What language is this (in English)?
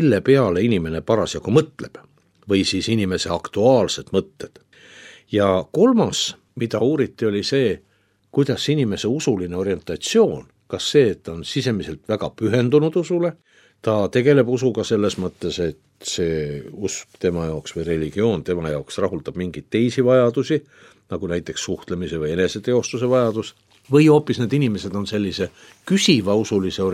Estonian